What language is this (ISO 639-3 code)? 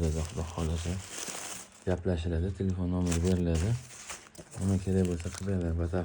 uzb